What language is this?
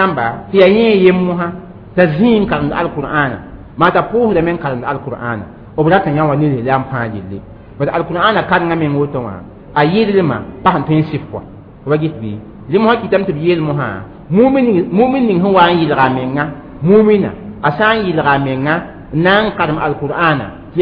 Mossi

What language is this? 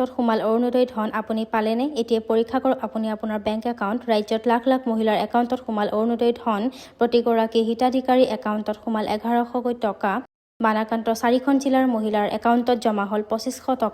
Assamese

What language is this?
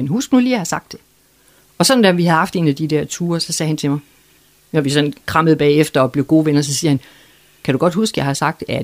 Danish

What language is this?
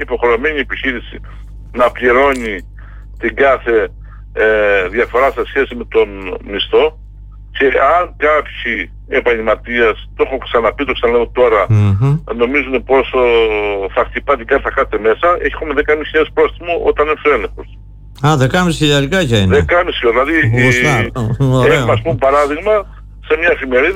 Greek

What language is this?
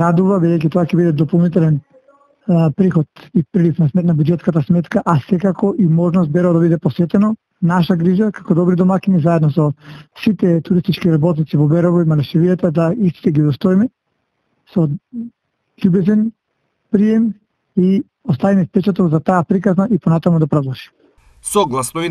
Macedonian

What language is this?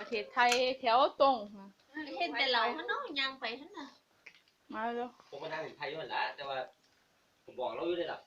Lao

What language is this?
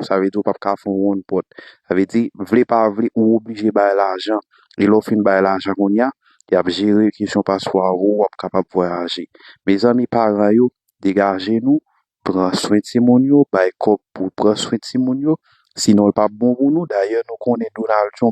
Haitian Creole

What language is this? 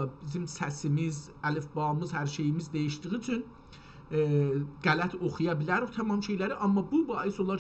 South Azerbaijani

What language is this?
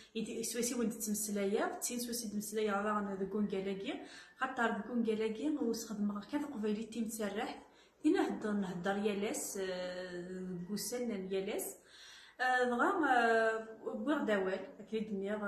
Kabyle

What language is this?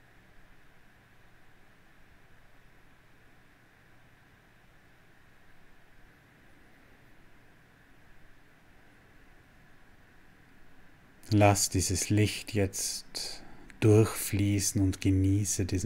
German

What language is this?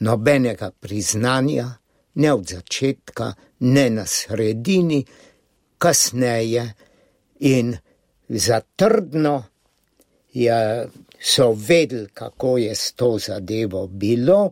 Slovenian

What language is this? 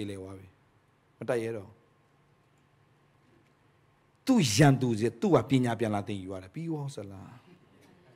Burmese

